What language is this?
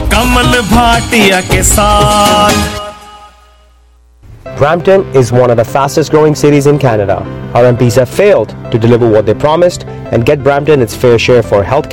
Punjabi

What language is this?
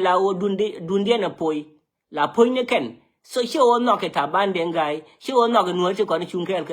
Nuer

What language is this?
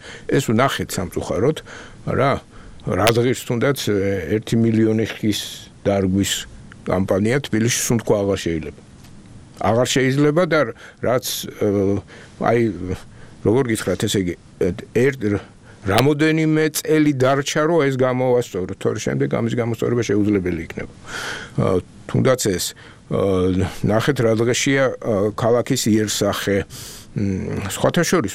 Georgian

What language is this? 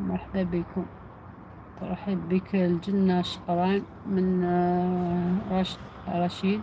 Algerian Arabic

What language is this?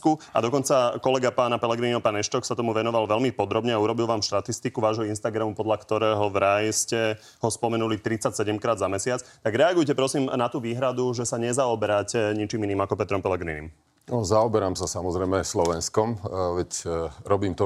Slovak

